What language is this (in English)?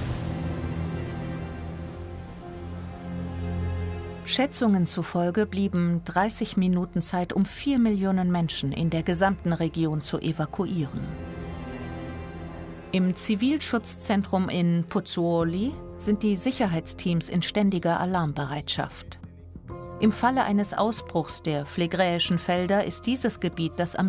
German